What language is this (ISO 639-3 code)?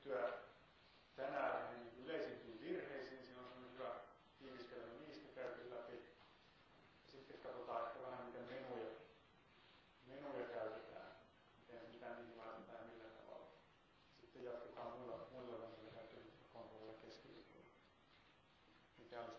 fin